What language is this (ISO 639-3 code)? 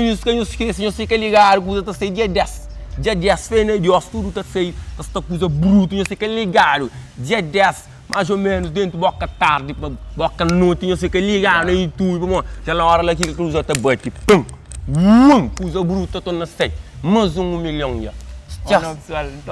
kea